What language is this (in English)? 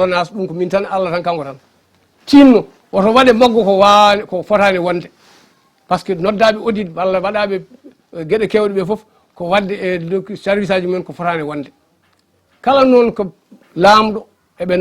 Fula